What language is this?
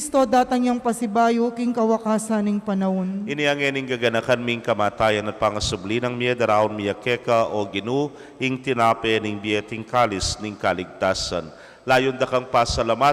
Pampanga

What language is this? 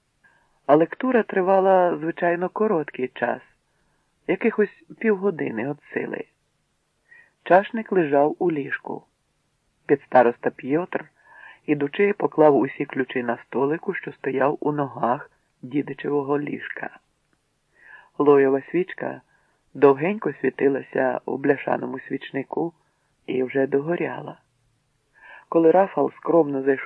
Ukrainian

